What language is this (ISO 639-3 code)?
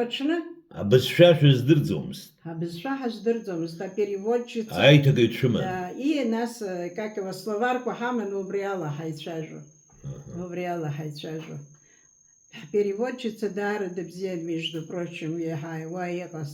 abk